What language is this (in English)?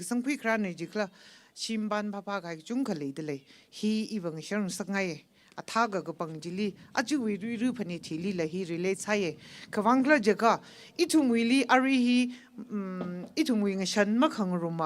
Tangkhul Naga (India)